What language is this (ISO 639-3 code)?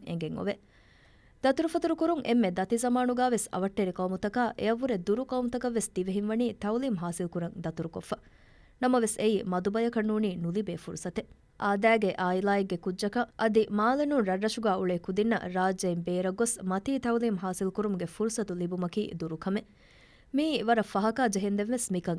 div